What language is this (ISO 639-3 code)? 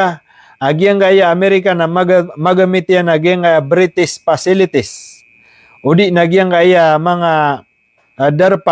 mrw